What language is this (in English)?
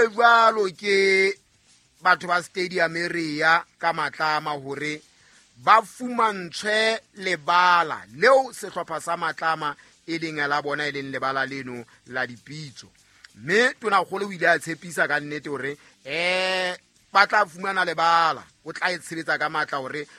Southern Sotho